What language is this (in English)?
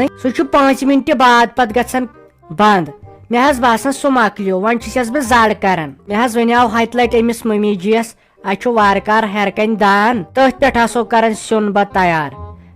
Kashmiri